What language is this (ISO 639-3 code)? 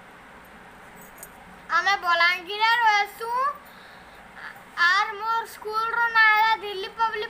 spv